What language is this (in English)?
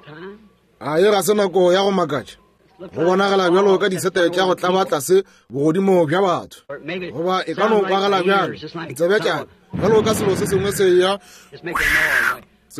Northern Sotho